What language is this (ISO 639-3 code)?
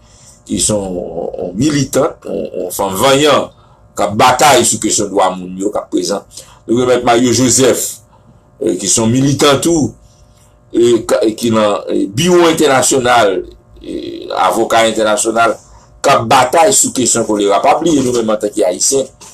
hat